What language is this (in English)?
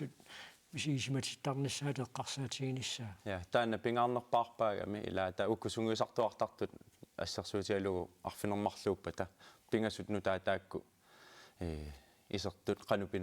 Kalaallisut